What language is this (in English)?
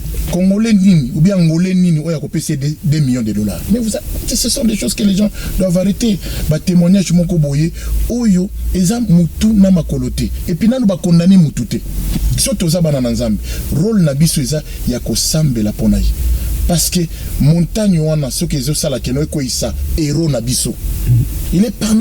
Lingala